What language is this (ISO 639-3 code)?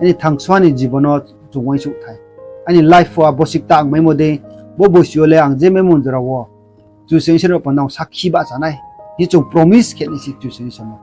ria